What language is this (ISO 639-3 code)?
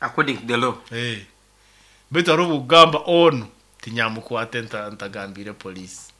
nyo